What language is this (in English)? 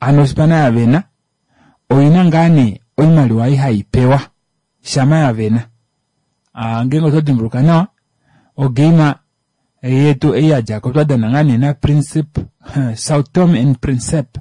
Kuanyama